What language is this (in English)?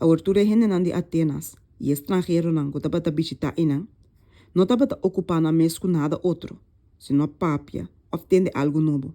Papiamento